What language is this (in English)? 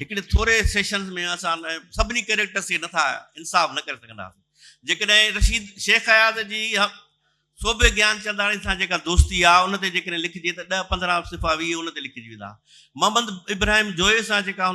Sindhi